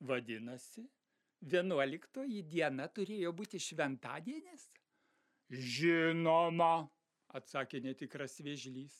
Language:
Lithuanian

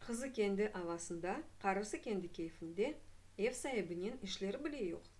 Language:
Crimean Tatar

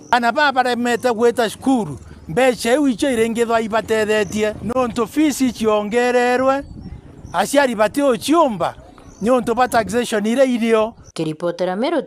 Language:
Meru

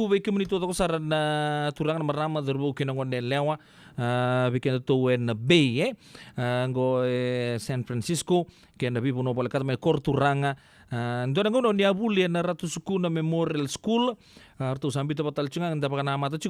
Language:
Fijian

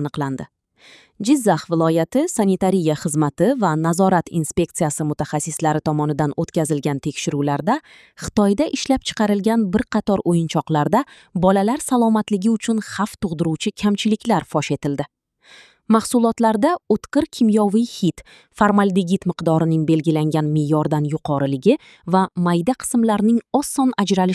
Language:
Uzbek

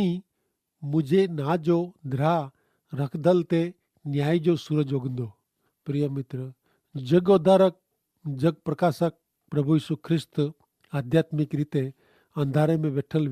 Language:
Kachhi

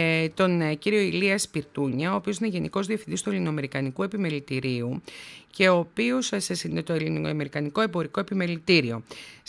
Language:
Greek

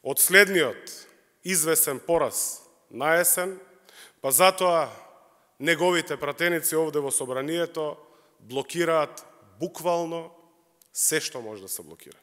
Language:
Macedonian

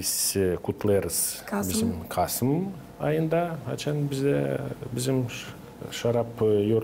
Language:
Gagauz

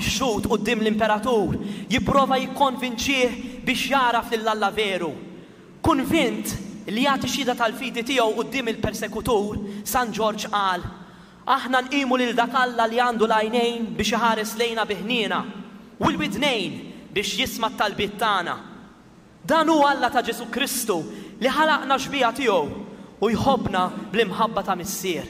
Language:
Maltese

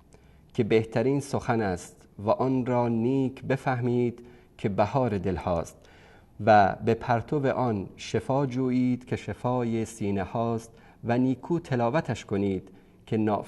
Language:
Persian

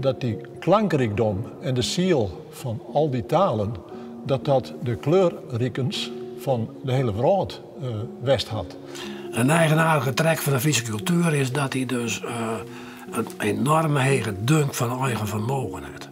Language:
Western Frisian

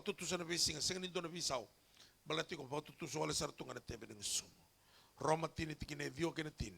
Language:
Fijian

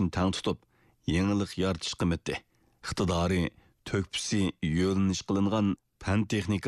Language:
Uyghur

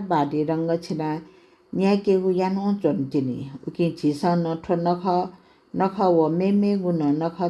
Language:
Newari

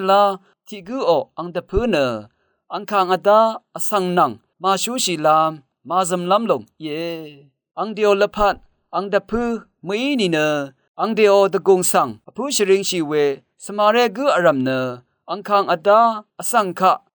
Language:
Rawang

